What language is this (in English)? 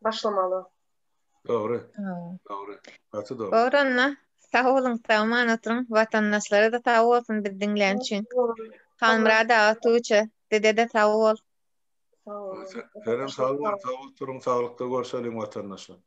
Turkmen